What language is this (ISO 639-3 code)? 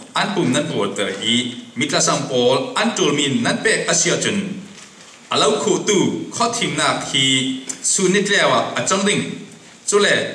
cfm